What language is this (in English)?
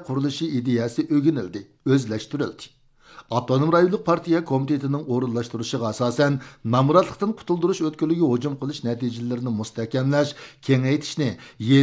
Uyghur